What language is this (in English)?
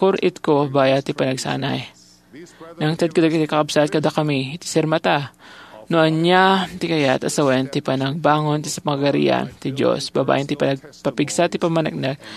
Iloko